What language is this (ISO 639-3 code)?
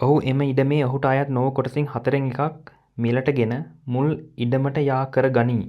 sin